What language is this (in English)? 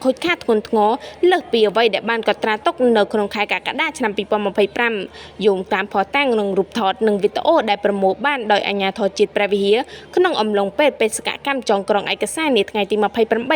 Khmer